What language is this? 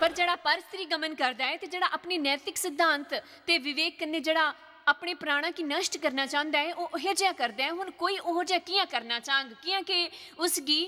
Dogri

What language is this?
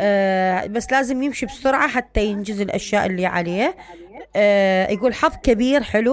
Mesopotamian Arabic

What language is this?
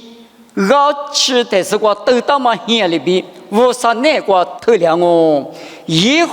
Lisu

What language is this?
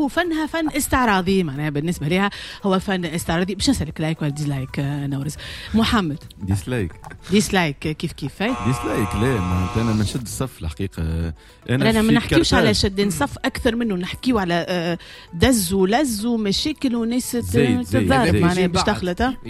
Tunisian Arabic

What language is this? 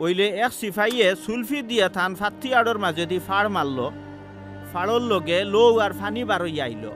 Sylheti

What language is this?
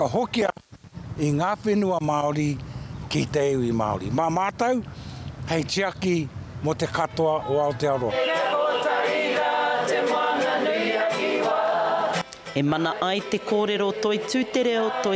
Māori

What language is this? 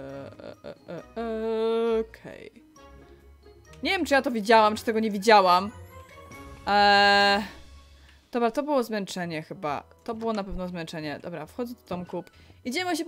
Polish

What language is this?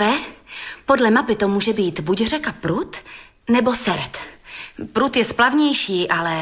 Czech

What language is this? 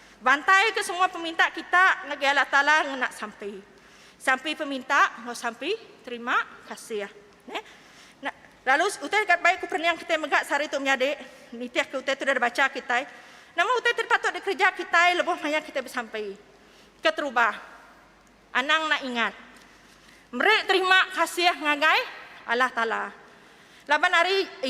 Iban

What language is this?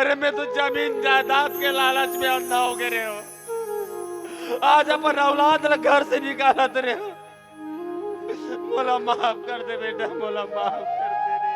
Chhattisgarhi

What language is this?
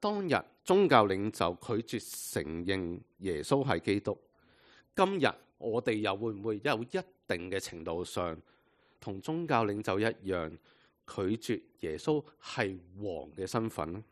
Cantonese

